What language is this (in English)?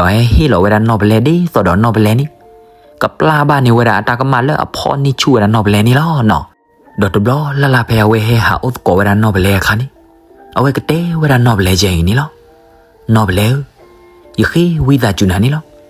S'gaw Karen